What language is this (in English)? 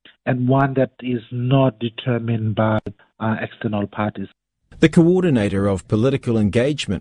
English